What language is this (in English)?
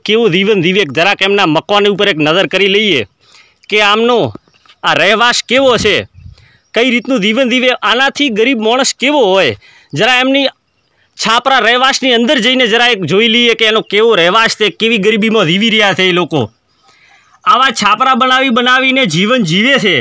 Gujarati